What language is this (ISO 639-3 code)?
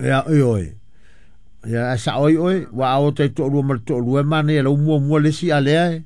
smo